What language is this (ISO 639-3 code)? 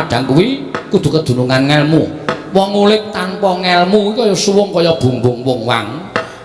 jav